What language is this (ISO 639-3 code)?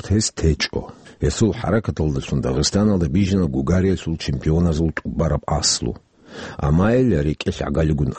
ava